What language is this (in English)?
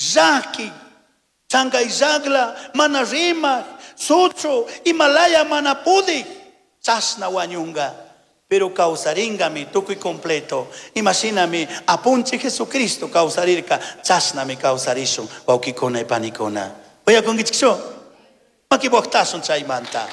Chimborazo Highland Quichua